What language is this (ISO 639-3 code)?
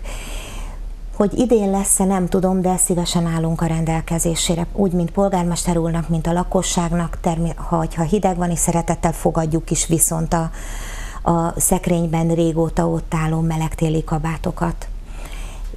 hun